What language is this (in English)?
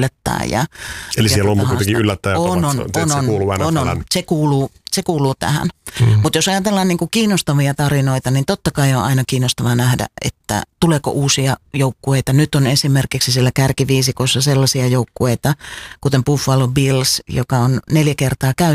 Finnish